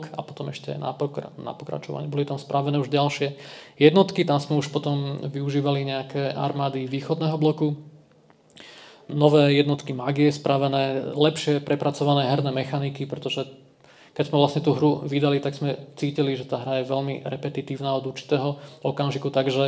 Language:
Slovak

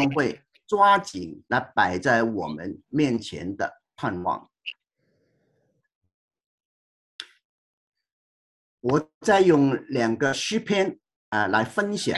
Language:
Chinese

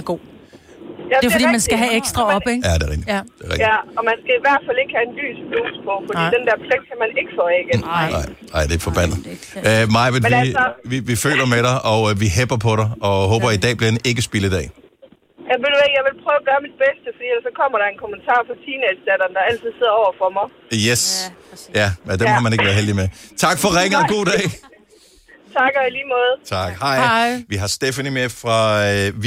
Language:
Danish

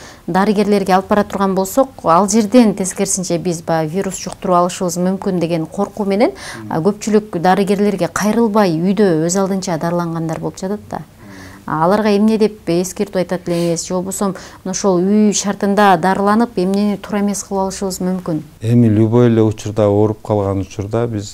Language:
Kyrgyz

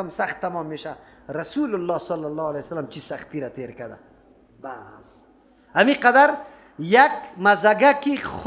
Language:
Persian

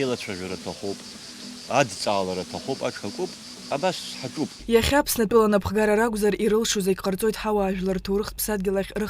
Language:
Abkhazian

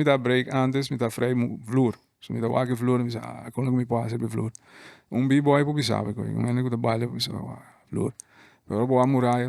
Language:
Papiamento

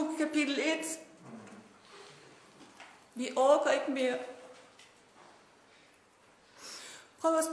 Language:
Danish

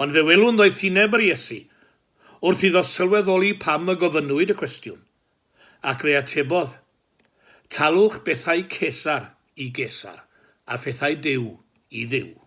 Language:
Welsh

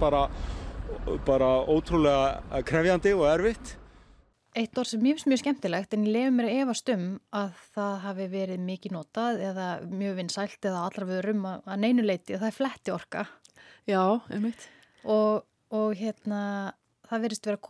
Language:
Icelandic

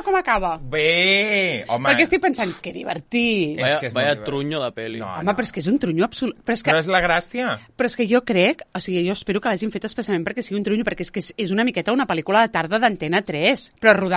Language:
Catalan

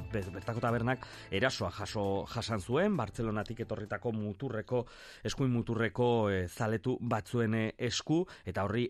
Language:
Basque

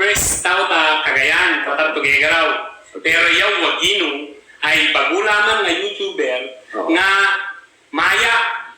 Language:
Ibanag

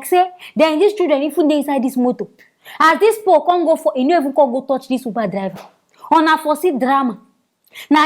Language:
Nigerian Pidgin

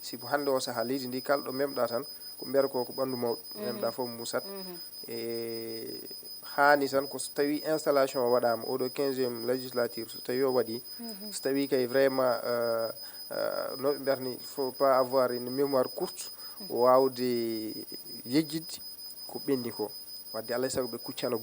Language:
Fula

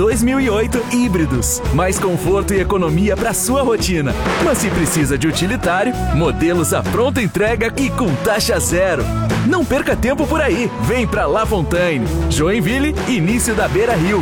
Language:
Portuguese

